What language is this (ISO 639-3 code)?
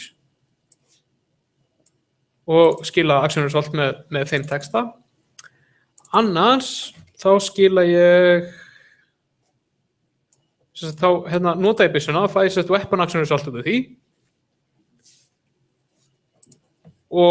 isl